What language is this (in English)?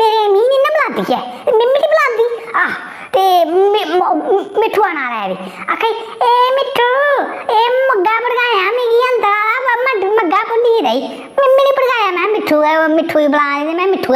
Dogri